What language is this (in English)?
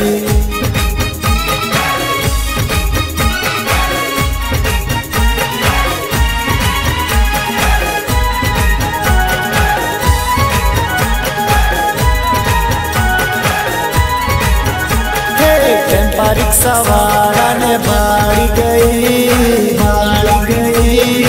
Hindi